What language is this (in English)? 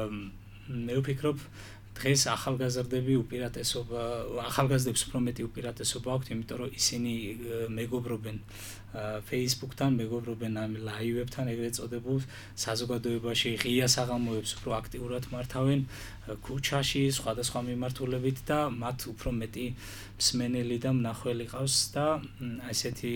Georgian